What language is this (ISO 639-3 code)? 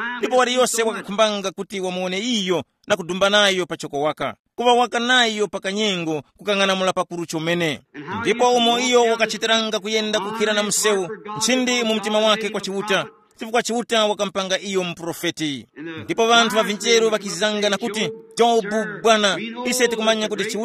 tum